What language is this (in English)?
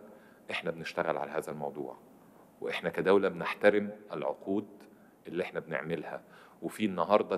Egyptian Arabic